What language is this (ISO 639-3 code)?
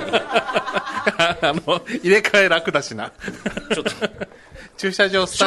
jpn